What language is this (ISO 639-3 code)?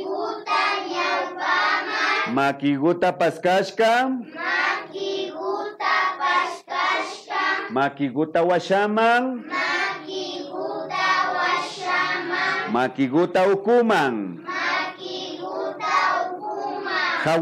qvi